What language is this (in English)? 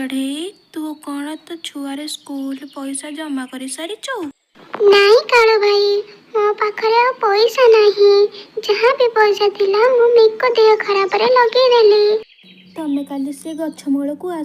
Odia